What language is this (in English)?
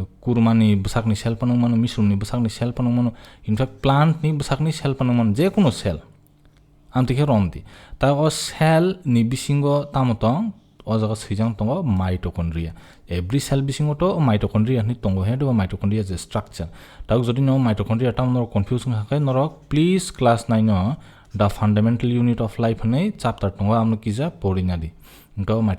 Kok Borok